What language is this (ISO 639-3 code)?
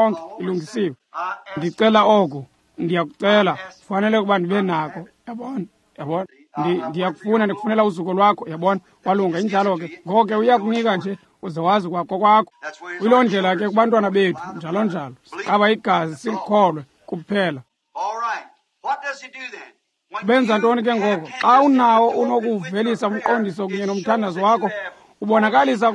xho